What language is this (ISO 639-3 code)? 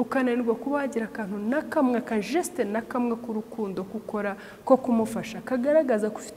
kin